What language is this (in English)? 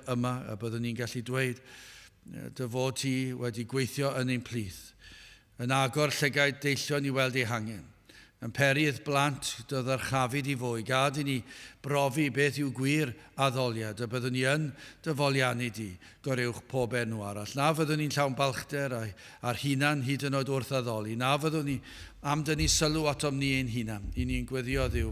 Welsh